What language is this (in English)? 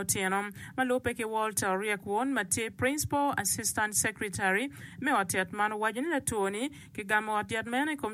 Acoli